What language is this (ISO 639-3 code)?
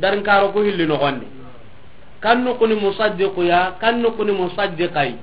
snk